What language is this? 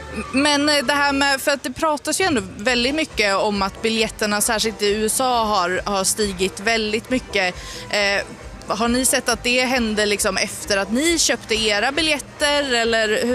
Swedish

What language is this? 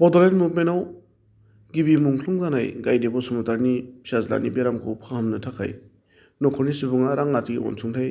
Bodo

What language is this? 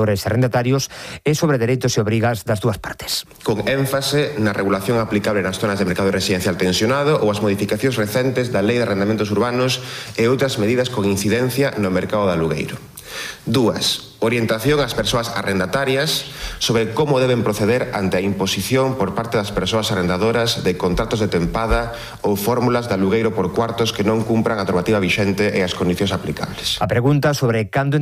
Galician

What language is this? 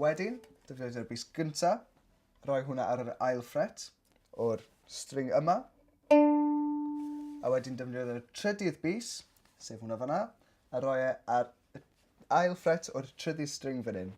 Welsh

